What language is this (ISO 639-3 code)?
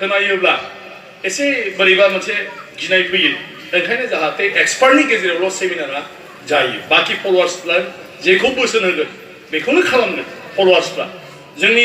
brx